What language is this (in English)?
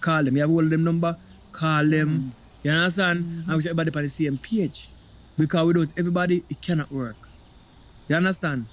Jamaican Creole English